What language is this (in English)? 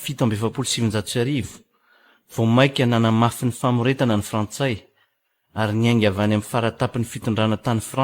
Malagasy